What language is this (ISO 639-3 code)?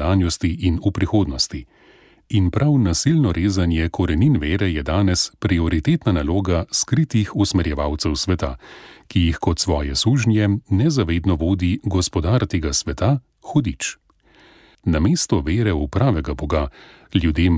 slv